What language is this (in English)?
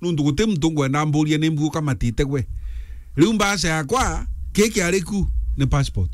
Meru